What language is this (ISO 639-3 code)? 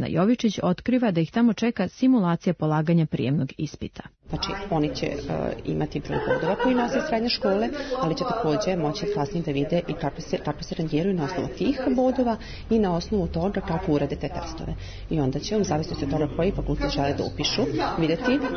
srp